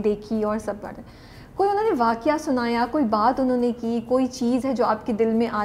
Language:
Urdu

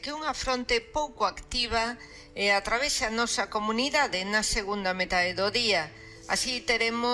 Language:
Galician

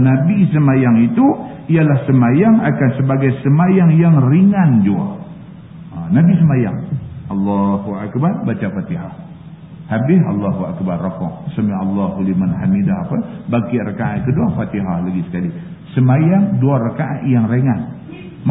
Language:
Malay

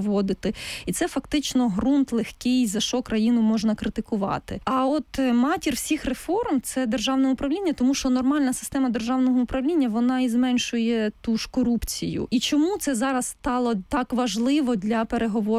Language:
Ukrainian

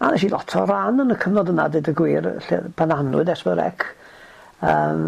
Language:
Welsh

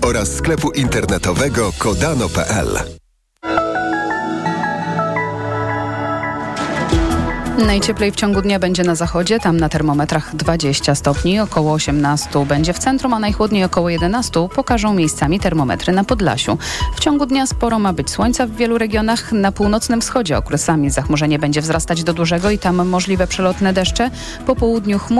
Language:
Polish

